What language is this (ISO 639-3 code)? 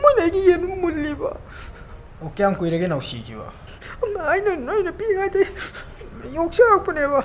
mni